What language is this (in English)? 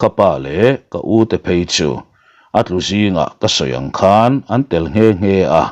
Mizo